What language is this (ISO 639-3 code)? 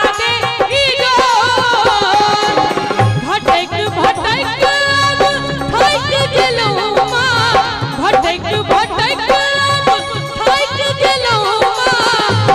mai